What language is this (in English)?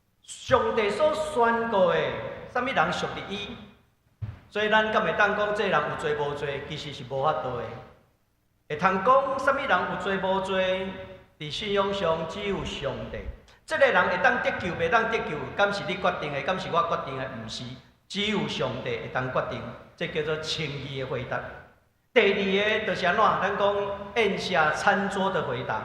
Min Nan Chinese